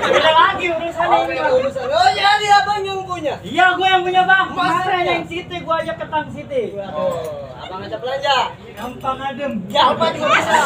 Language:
Betawi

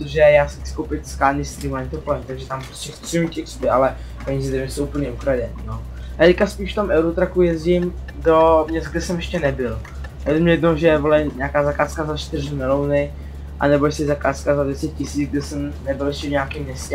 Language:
Czech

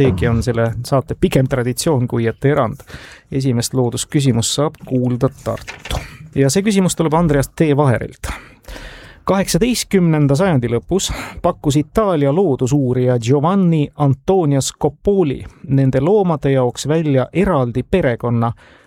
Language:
Estonian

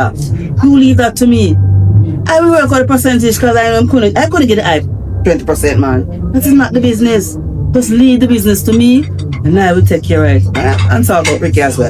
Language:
Jamaican Creole English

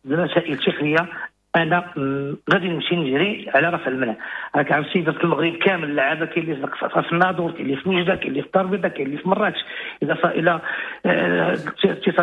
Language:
Moroccan Arabic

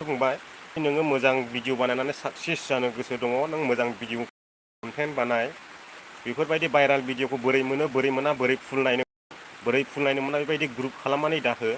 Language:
Bodo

